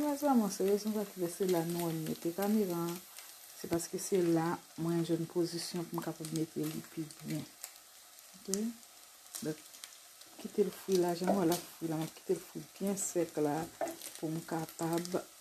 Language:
Haitian Creole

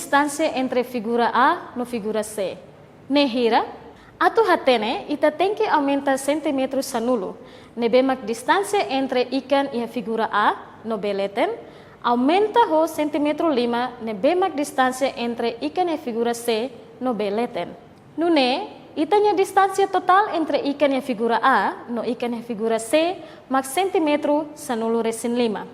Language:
Tetum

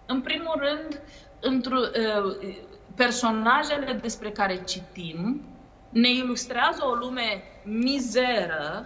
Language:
Romanian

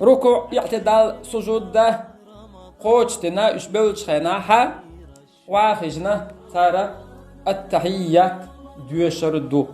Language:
Chechen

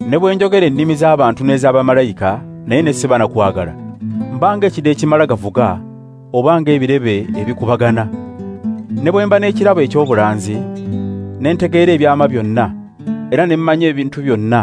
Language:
Ganda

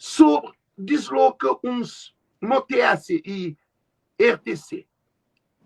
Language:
Kabuverdianu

